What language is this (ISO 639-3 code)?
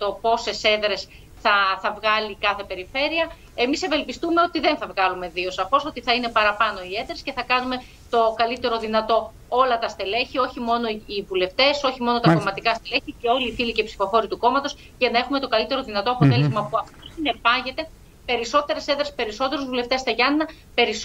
ell